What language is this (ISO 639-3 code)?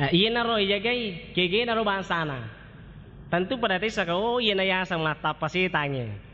bug